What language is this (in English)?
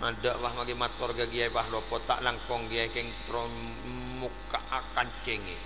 Madurese